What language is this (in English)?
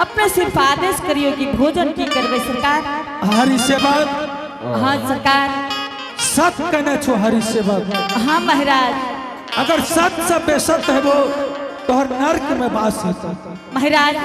Angika